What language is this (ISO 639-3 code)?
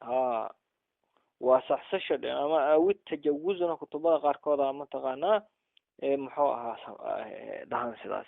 som